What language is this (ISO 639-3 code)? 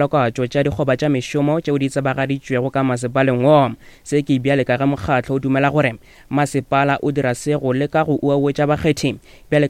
nso